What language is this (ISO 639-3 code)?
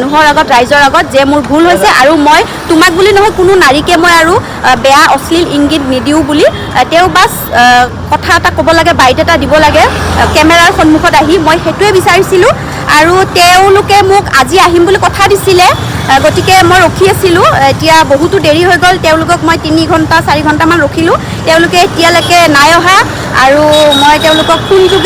asm